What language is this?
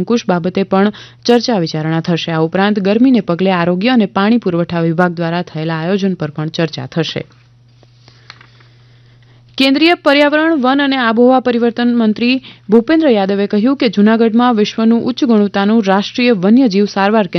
Gujarati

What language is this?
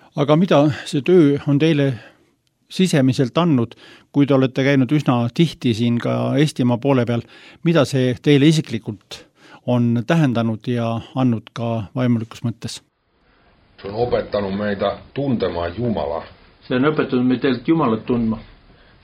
Estonian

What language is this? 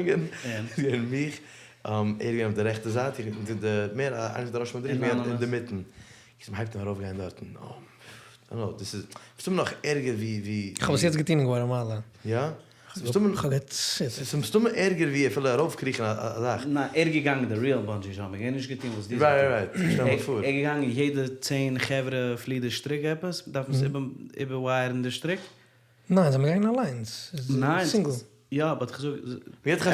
Yiddish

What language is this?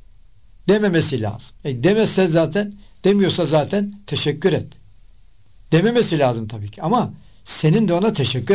Turkish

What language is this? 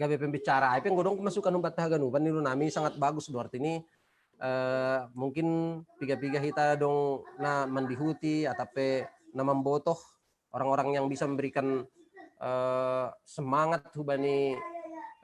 Batak Simalungun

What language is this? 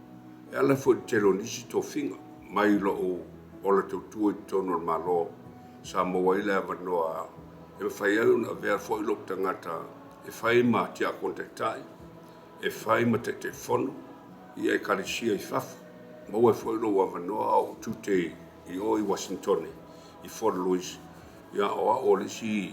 Samoan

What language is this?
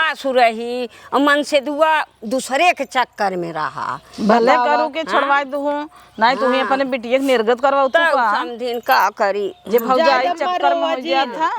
Awadhi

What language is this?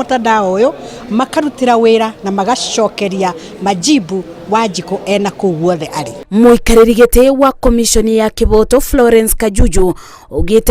Kikuyu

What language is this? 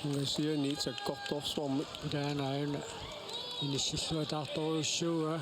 Kalaallisut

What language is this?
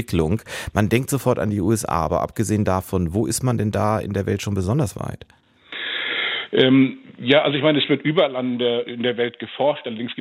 German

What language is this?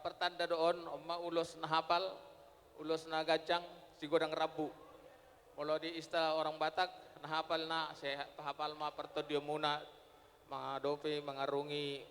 Batak Toba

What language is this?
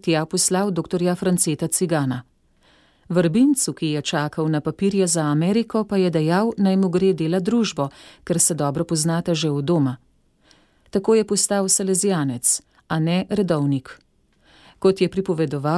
Slovenian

